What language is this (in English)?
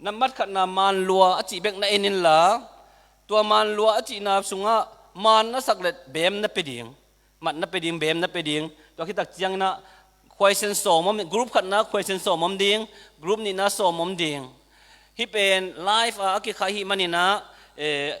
Tedim Chin